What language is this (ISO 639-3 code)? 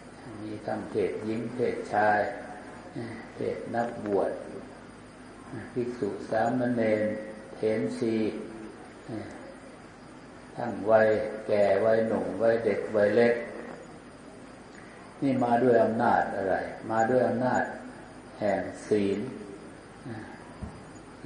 tha